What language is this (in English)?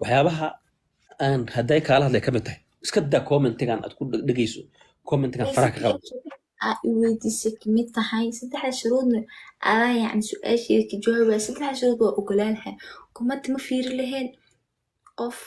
Somali